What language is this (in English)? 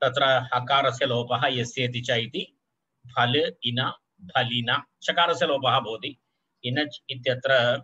Sanskrit